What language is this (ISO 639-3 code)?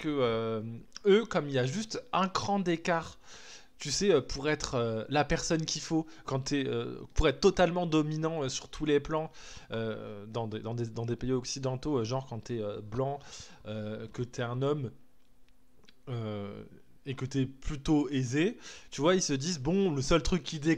fra